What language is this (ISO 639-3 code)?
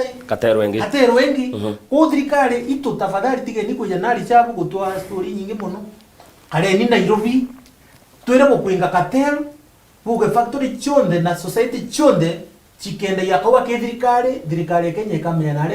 mer